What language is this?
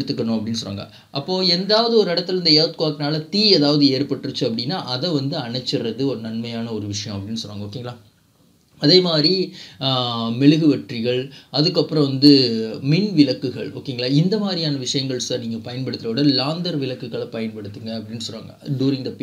Tamil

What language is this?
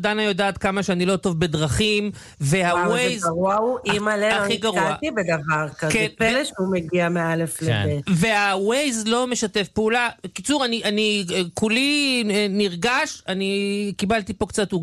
Hebrew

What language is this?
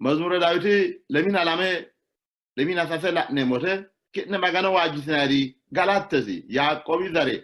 Sidamo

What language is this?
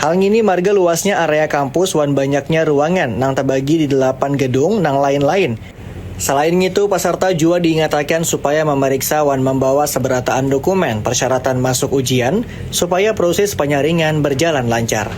Banjar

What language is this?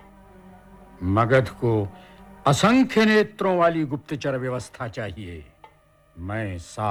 Hindi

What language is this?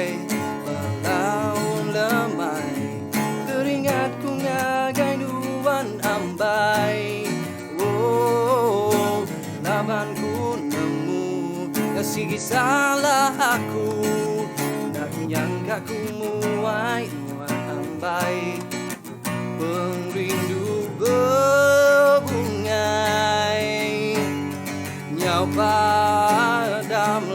Iban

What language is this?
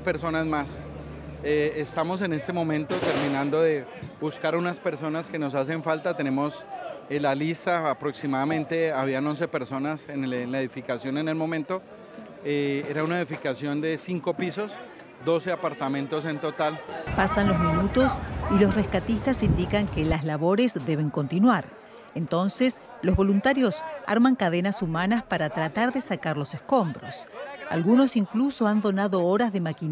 Spanish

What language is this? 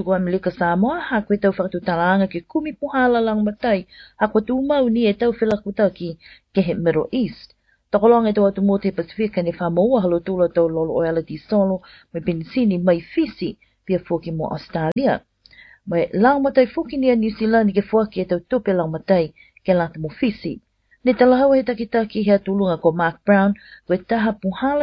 Tongan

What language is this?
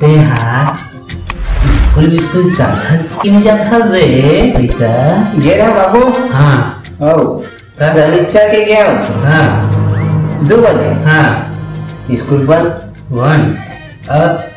Chhattisgarhi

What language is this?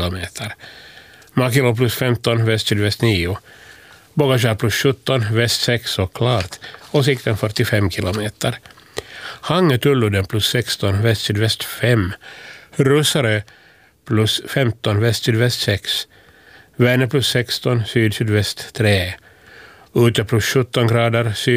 Swedish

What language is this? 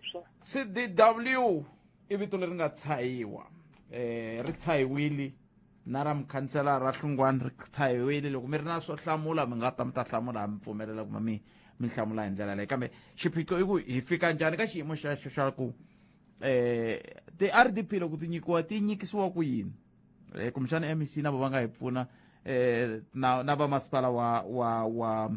Tsonga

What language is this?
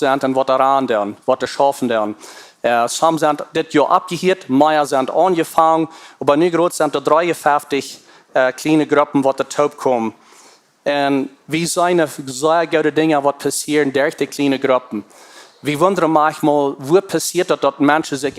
Plautdietsch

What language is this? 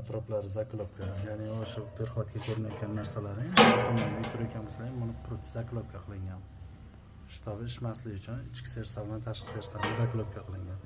Uzbek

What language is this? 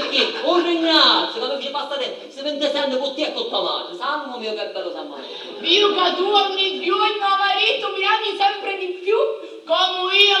Sicilian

